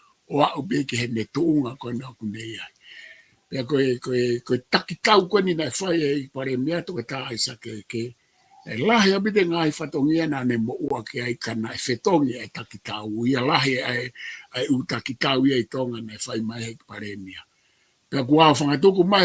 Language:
Tongan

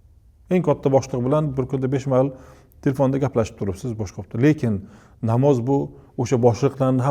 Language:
Uzbek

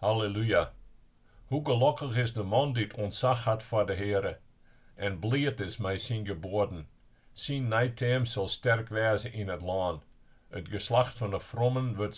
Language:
Western Frisian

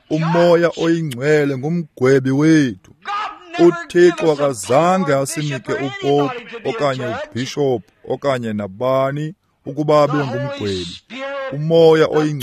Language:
Xhosa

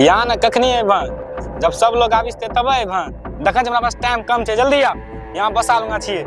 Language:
Maithili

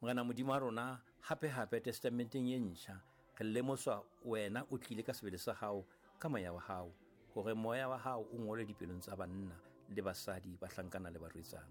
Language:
Southern Sotho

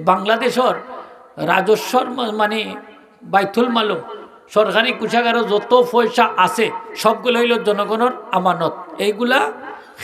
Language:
Sylheti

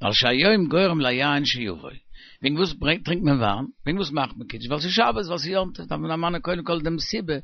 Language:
Yiddish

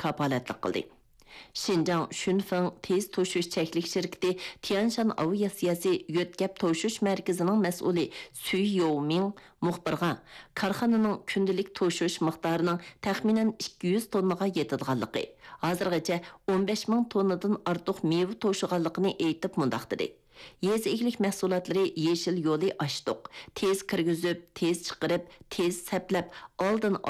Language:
Uyghur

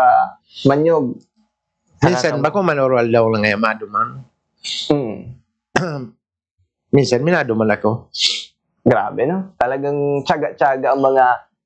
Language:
Bikol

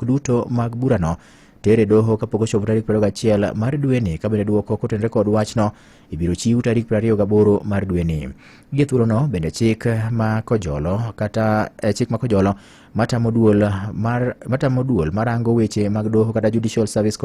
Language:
Luo (Kenya and Tanzania)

